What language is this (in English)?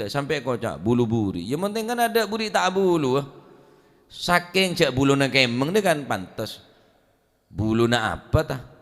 Madurese